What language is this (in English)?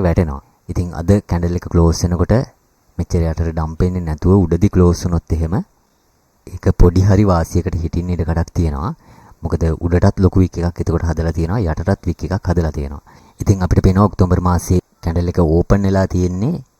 Sinhala